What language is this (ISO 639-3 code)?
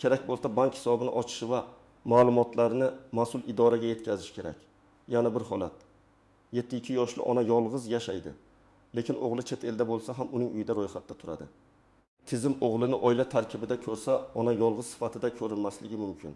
uzb